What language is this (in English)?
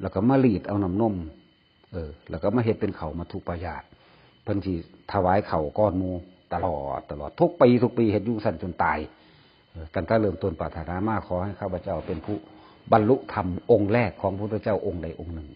Northeastern Thai